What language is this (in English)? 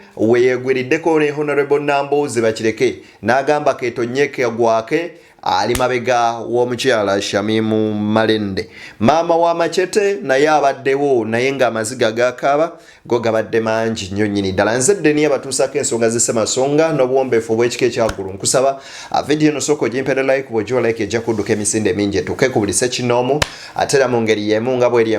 Ganda